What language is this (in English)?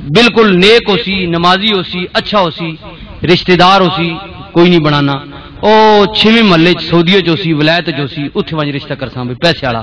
Western Panjabi